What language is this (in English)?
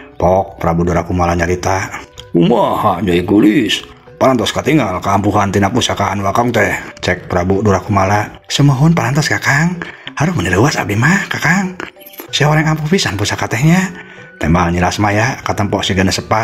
Sundanese